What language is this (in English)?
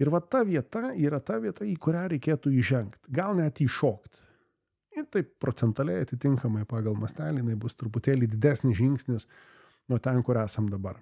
Lithuanian